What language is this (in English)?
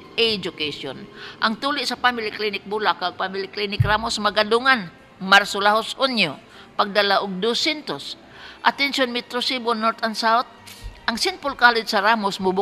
Cebuano